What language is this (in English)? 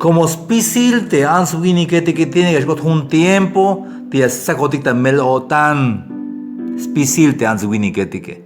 Tzeltal